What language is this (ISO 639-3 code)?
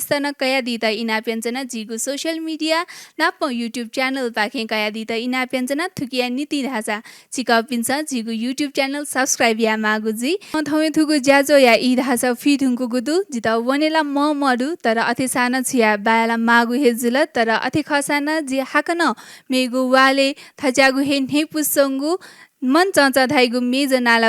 new